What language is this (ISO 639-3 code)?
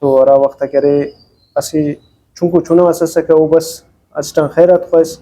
brh